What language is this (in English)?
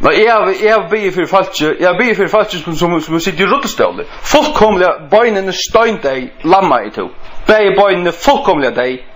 Faroese